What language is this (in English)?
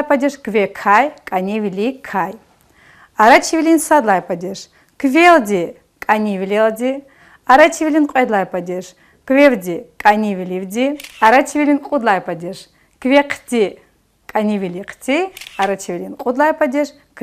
Lezghian